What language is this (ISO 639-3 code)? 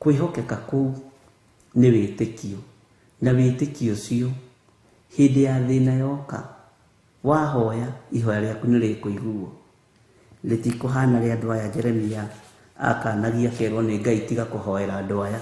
kik